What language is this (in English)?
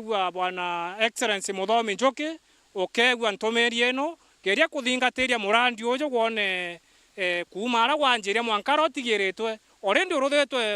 Meru